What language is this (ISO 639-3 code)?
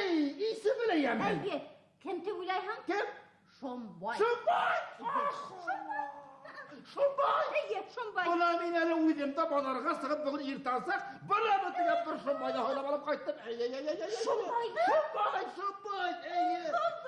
bak